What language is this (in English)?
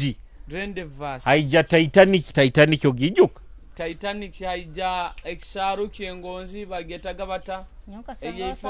Nyoro